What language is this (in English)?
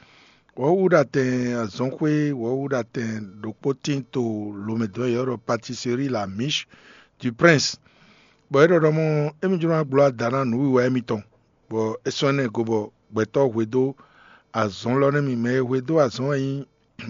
Fon